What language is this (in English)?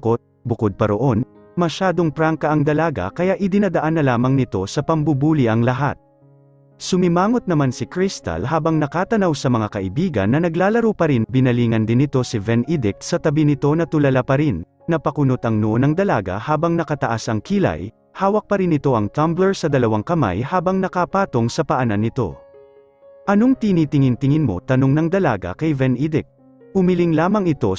Filipino